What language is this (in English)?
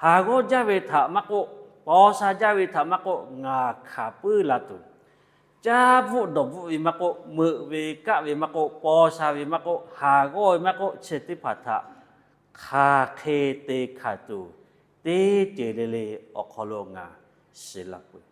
Lahu